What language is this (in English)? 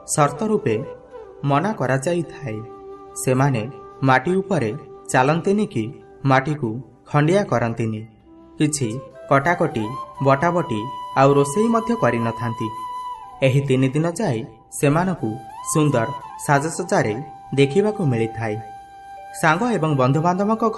Odia